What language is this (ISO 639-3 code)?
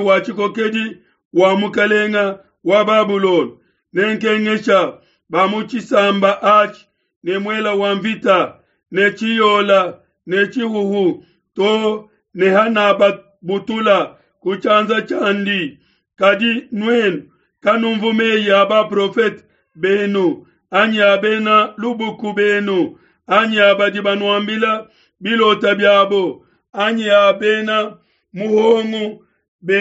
lua